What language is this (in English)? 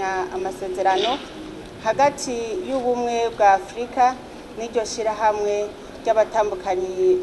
Rundi